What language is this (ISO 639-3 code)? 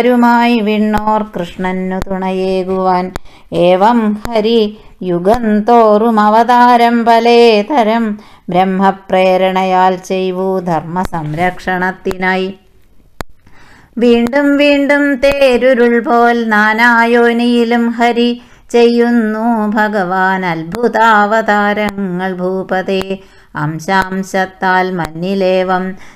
mal